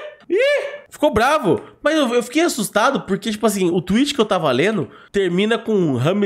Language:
Portuguese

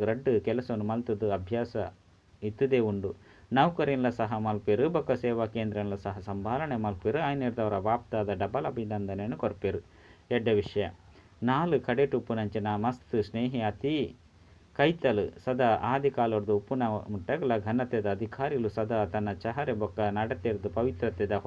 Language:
Tulu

